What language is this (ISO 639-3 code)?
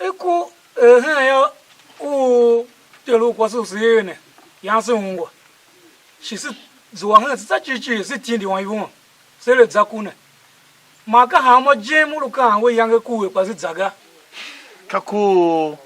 tiv